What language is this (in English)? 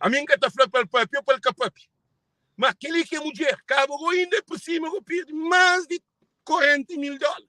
Kabuverdianu